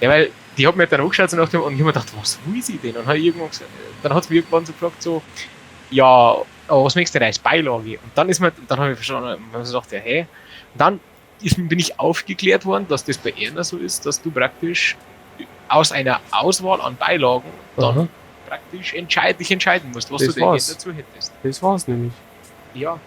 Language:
Bavarian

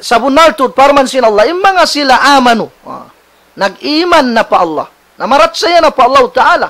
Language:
Tausug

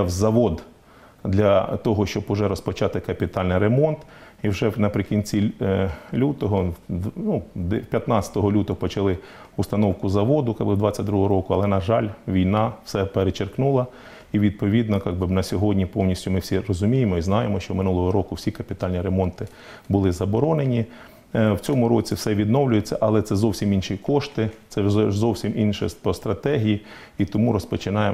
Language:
Ukrainian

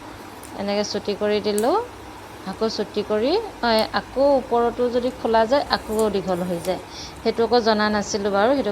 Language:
Assamese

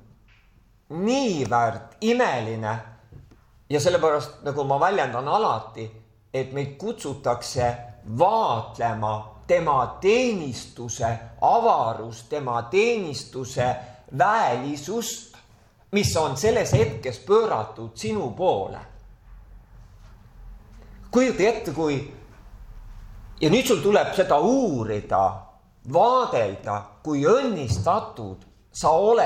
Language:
Estonian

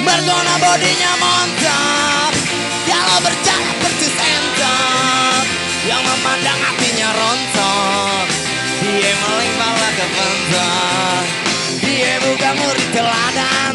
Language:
Betawi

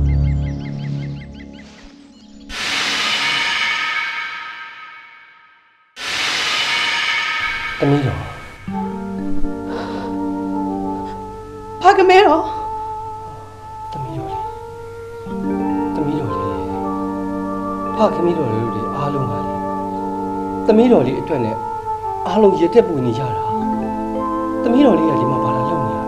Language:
Burmese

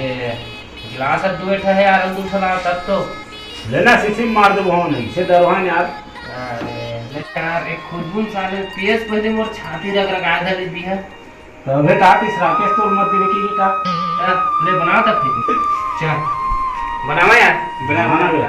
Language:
Chhattisgarhi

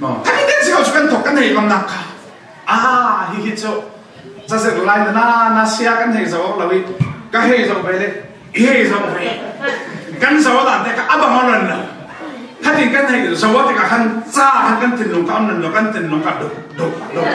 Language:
Falam Chin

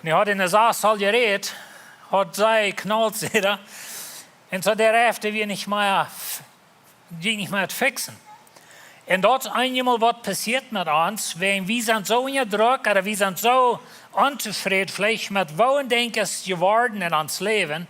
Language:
Plautdietsch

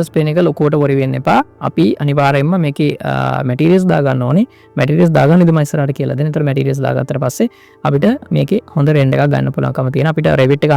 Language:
Sinhala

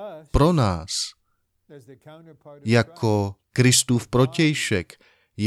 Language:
Czech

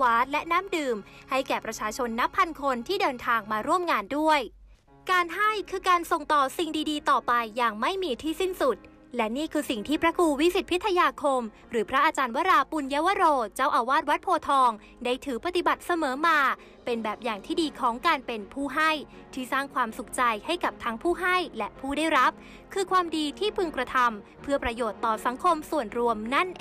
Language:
Thai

